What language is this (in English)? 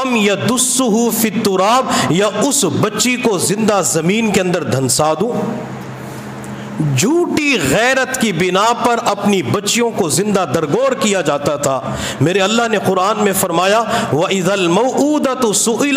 Urdu